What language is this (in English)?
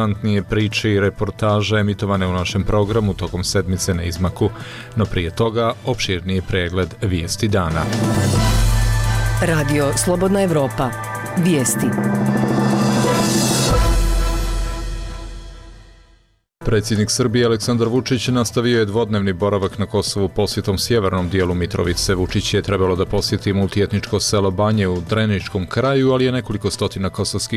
Bosnian